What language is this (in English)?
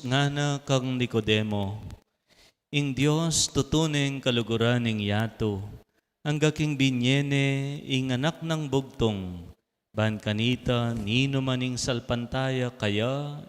Pampanga